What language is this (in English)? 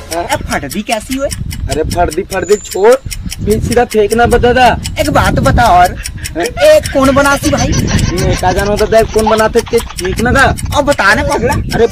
Chhattisgarhi